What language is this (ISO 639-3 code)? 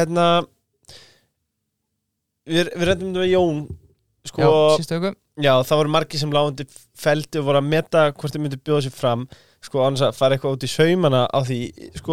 isl